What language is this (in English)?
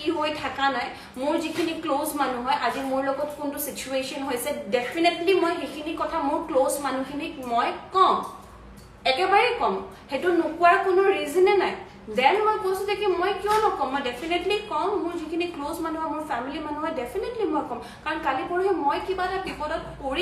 Assamese